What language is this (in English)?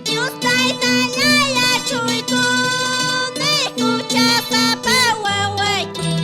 Quechua